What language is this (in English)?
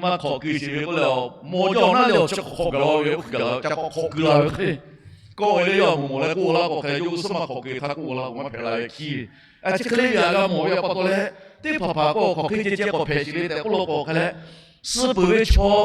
Lahu